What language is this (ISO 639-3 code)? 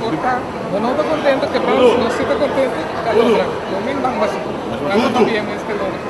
pap